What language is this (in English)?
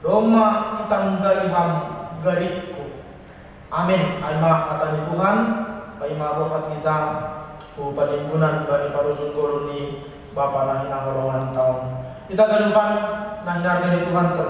Batak Simalungun